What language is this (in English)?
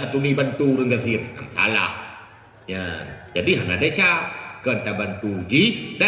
Achinese